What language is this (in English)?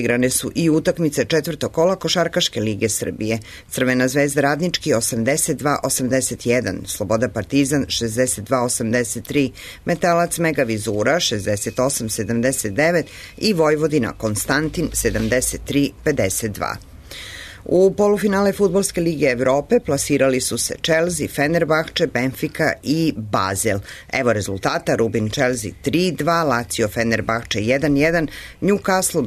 Serbian